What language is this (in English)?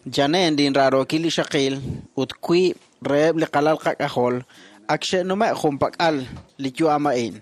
Kekchí